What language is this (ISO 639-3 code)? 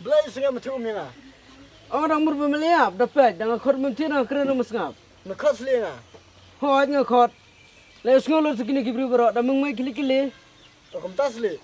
kha